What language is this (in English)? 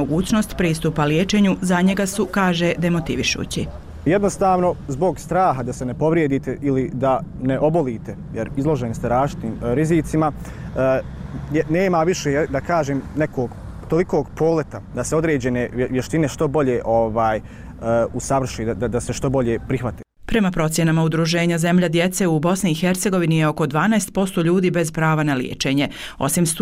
Bosnian